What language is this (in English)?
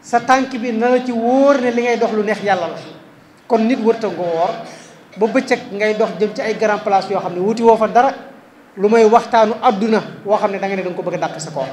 Wolof